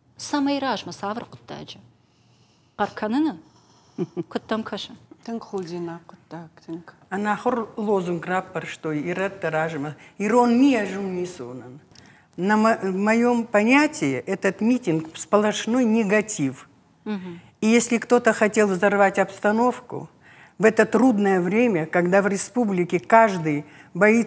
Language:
Ossetic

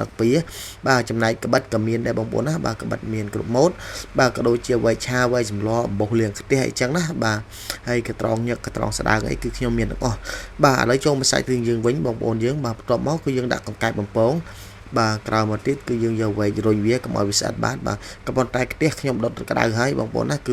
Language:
Khmer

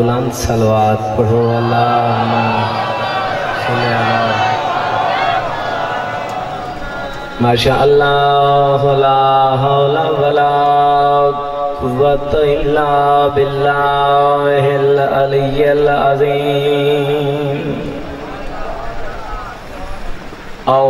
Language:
Urdu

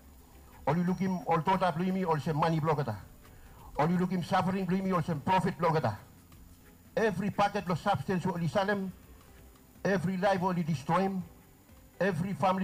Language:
Bislama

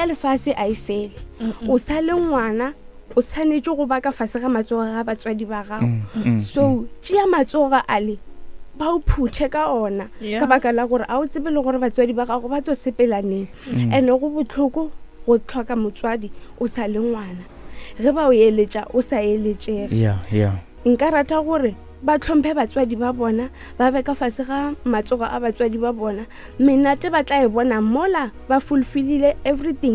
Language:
Northern Sotho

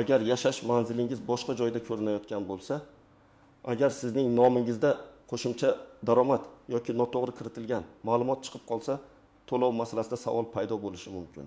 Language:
Uzbek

